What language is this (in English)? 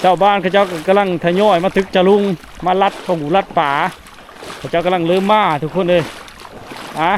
Lao